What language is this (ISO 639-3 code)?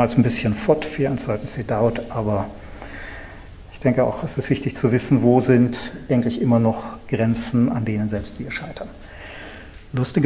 deu